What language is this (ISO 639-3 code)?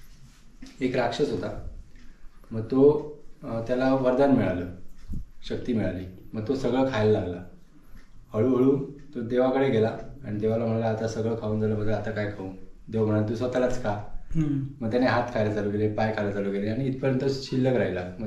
mar